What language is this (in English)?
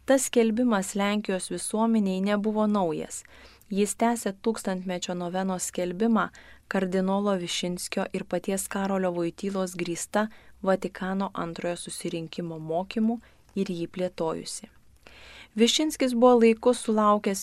Lithuanian